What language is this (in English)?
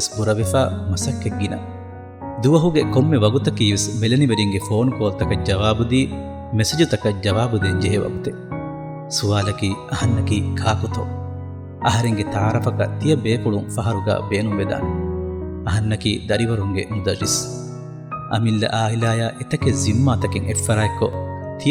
Divehi